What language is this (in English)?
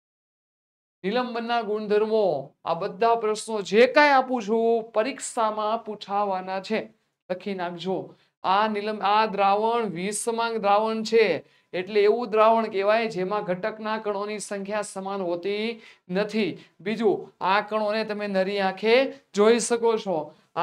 Gujarati